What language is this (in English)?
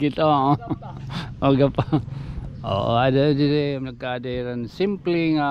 Waray